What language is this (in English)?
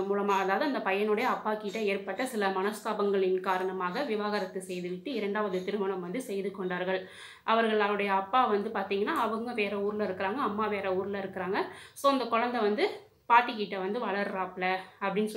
Tamil